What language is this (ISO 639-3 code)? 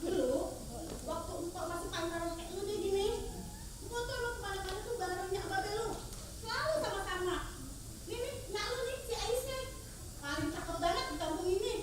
bew